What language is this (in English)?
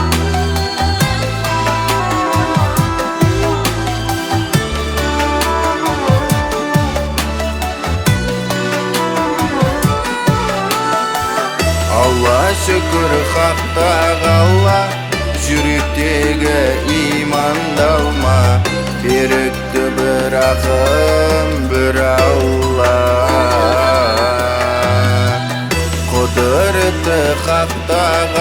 Kazakh